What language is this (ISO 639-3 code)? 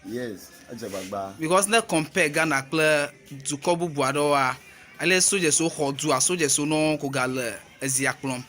ewe